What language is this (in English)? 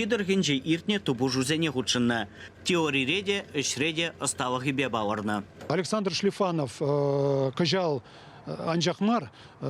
Chuvash